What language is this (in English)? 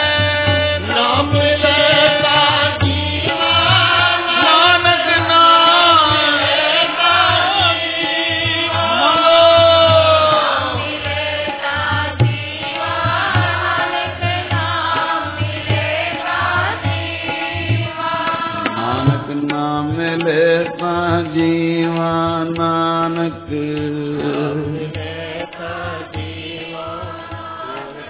Punjabi